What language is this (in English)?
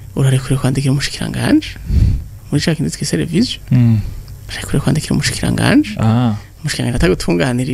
Rundi